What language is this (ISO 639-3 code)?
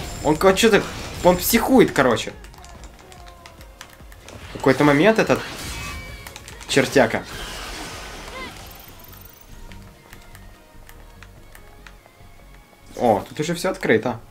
rus